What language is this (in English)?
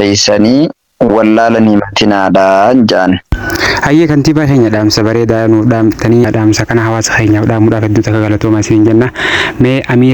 Oromo